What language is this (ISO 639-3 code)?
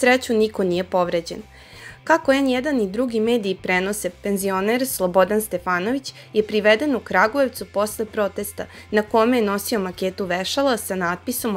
srp